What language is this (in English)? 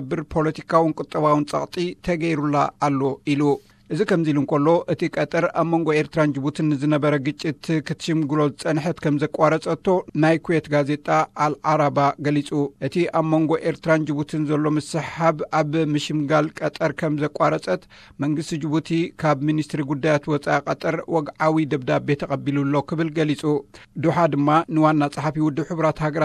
Tigrinya